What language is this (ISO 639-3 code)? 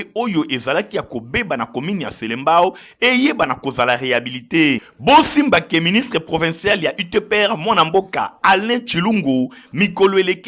lin